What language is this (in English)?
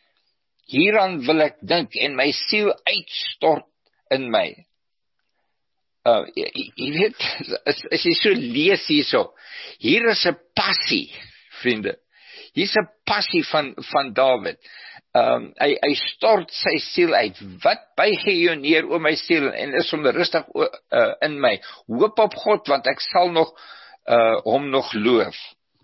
Afrikaans